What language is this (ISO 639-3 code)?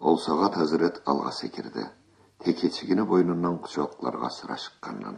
krc